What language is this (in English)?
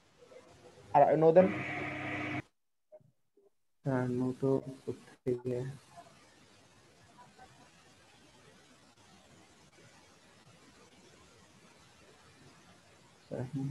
Bangla